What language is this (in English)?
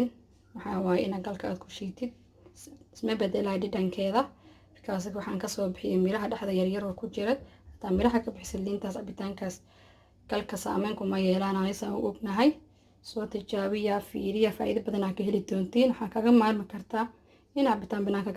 Somali